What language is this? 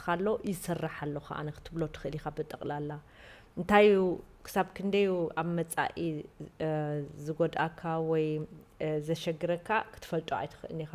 Tigrinya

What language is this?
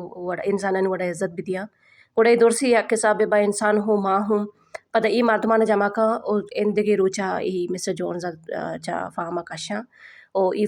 Baluchi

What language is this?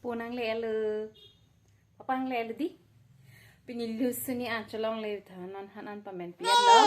Karbi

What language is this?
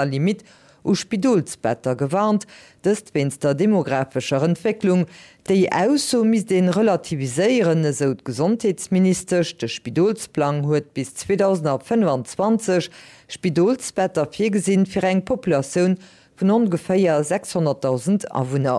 Luxembourgish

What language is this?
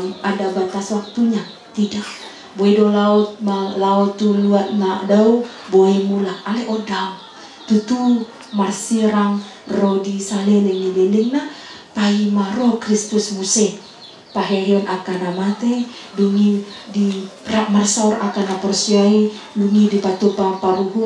Batak Toba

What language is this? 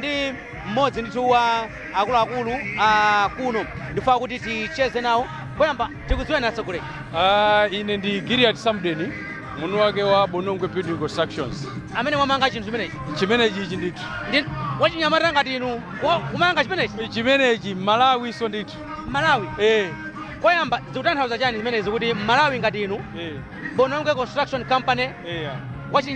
Nyanja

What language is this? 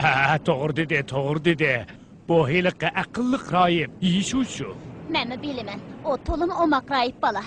Uyghur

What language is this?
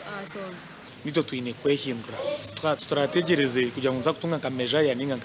Nyankole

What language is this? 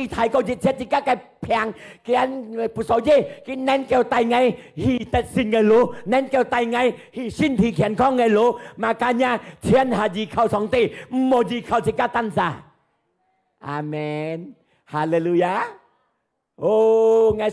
Hakka Chinese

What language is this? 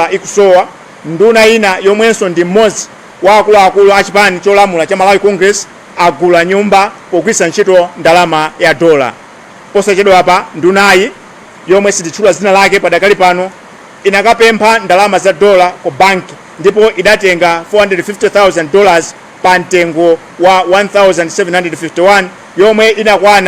Nyanja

